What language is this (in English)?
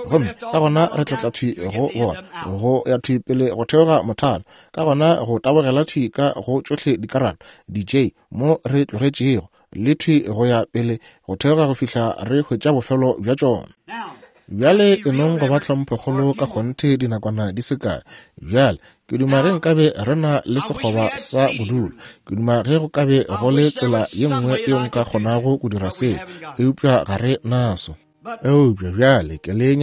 Northern Sotho